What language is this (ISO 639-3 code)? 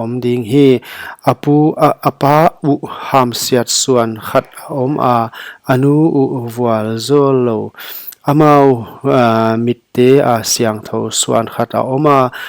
pck